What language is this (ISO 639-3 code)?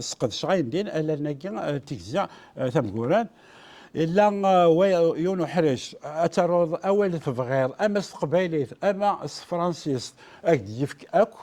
kab